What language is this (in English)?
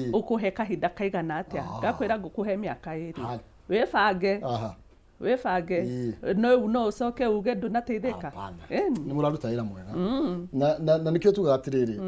Kikuyu